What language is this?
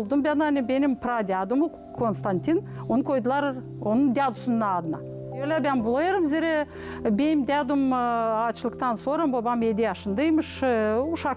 Gagauz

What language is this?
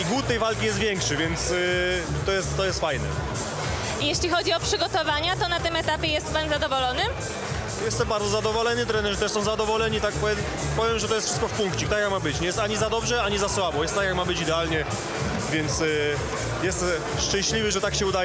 Polish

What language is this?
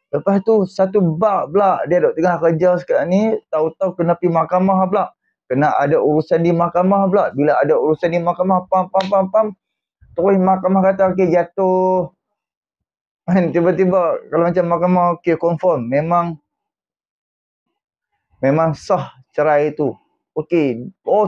Malay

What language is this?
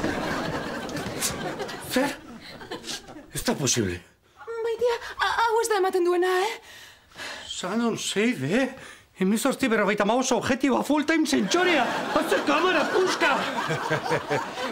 Basque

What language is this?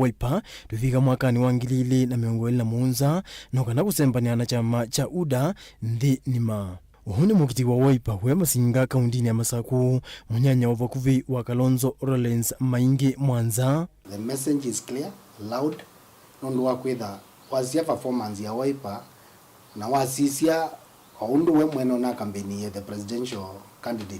Kamba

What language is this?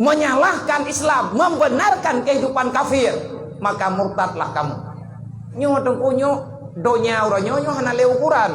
Achinese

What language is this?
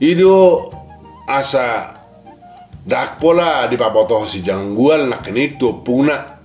Batak Toba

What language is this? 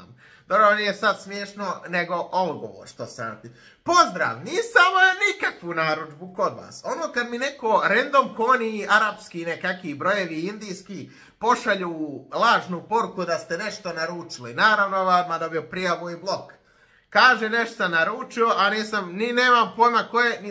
Croatian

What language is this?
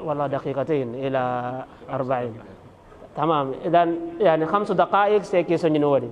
Fula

